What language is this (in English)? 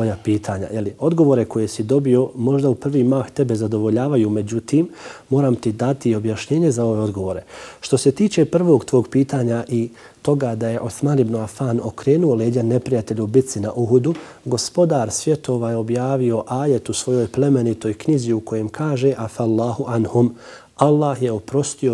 Bosnian